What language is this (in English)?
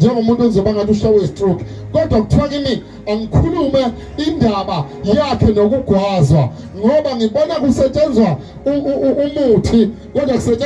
Zulu